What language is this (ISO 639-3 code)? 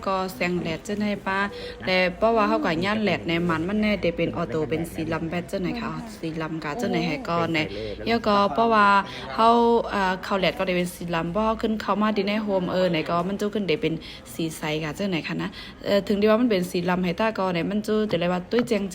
shn